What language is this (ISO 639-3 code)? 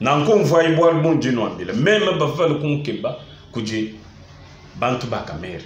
lua